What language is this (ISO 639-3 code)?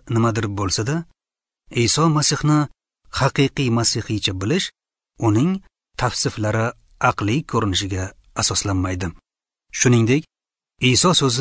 uzb